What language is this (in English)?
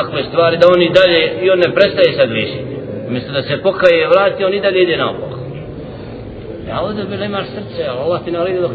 Bosnian